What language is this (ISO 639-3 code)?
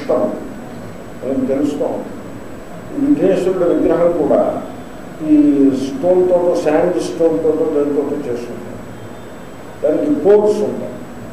tel